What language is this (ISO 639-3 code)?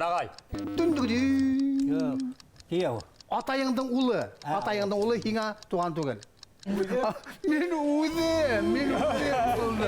bak